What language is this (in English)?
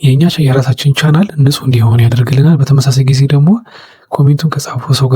Amharic